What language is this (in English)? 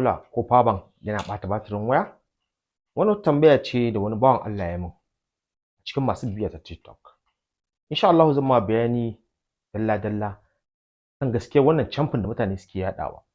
Hausa